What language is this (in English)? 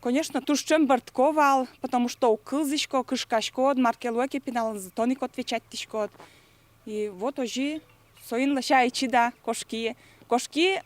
Udmurt